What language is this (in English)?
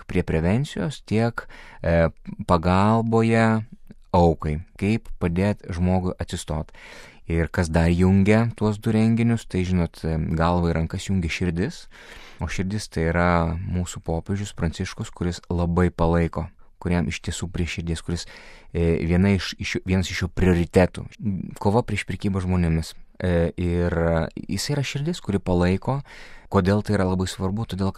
Lithuanian